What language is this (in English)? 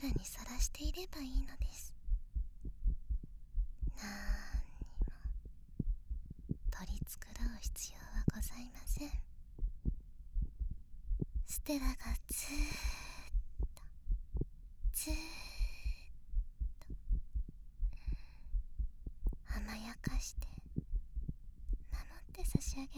Japanese